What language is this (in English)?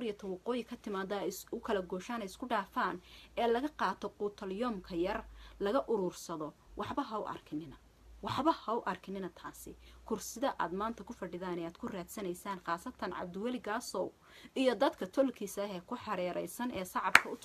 Somali